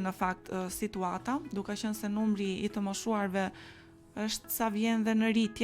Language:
Albanian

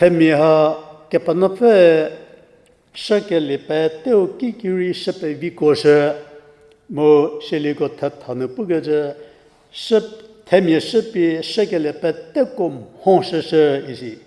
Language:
Angami Naga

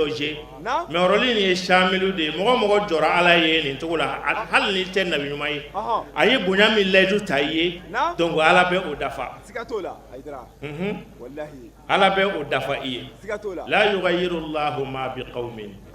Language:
Bambara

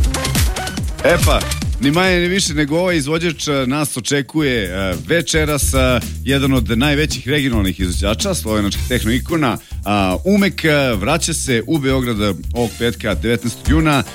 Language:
Serbian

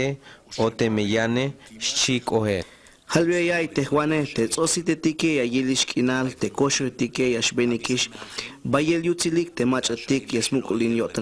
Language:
Tzeltal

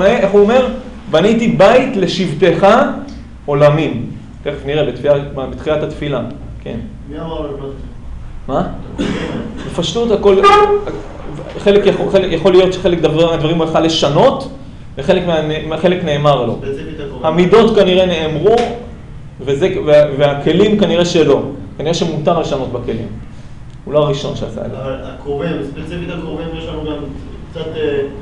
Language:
Hebrew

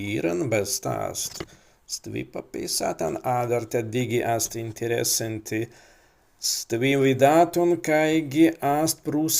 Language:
Prussian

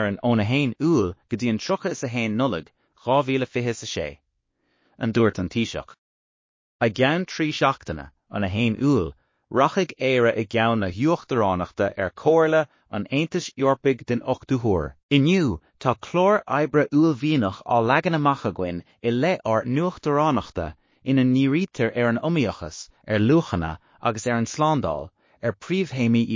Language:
Irish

